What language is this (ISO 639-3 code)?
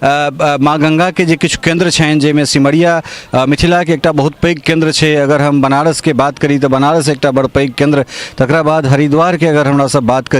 mai